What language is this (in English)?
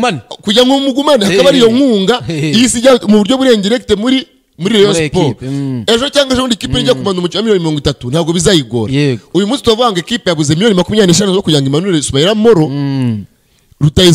Kinyarwanda